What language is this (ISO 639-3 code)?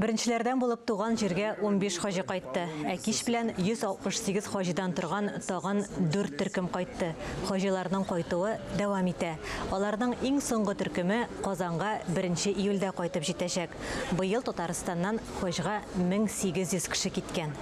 tat